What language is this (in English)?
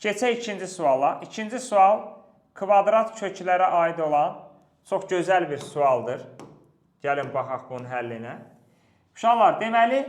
Azerbaijani